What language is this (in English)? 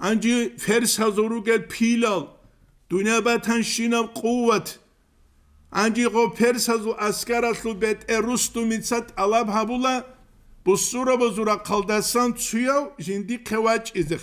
Avaric